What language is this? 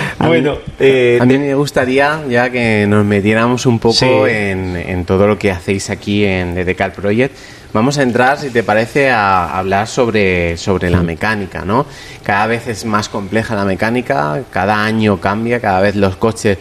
Spanish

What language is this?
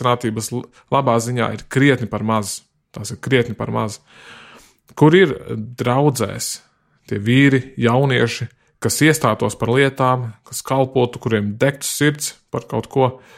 Latvian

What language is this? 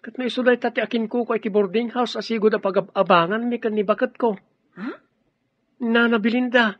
Iloko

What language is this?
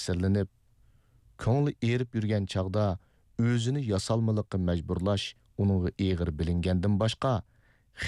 Uyghur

